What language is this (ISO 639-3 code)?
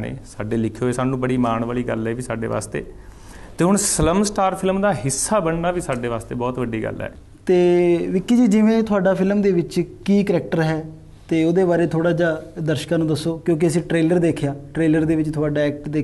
pan